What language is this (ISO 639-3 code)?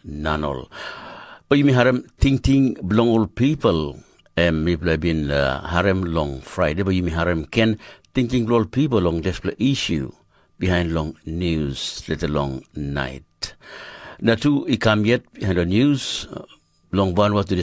tpi